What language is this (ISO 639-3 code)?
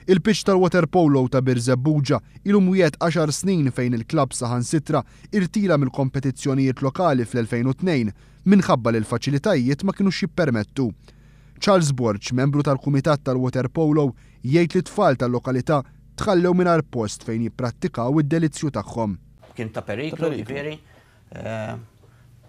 mlt